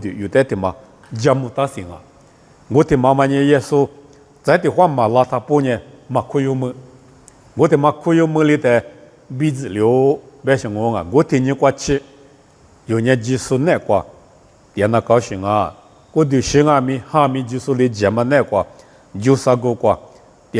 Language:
Lisu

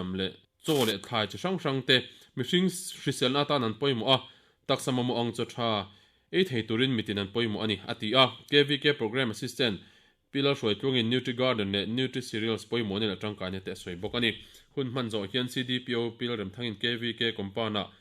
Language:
Mizo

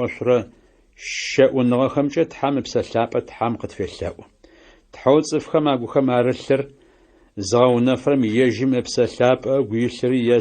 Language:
Adyghe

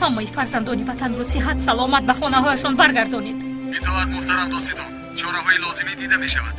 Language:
Tajik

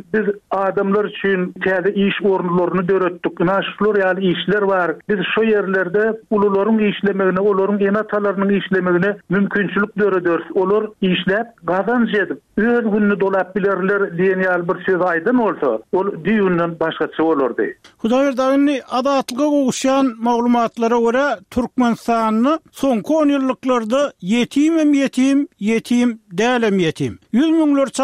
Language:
Turkmen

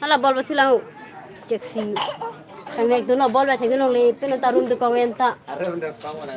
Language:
Karbi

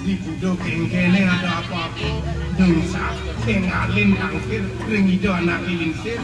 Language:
Balinese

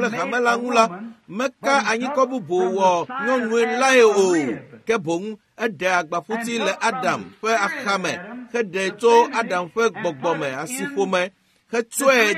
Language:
Ewe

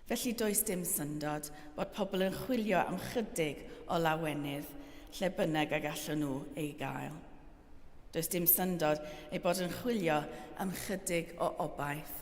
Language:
Welsh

